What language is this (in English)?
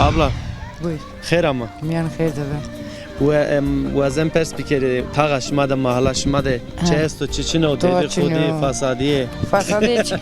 Zaza